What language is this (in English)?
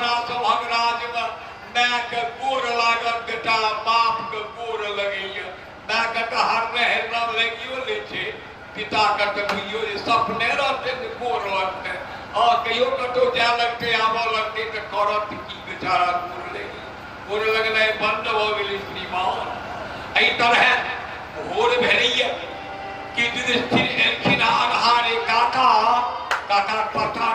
Maithili